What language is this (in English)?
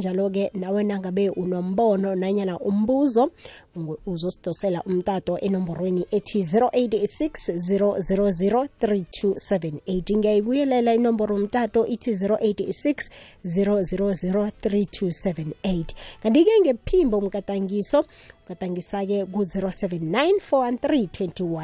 South Ndebele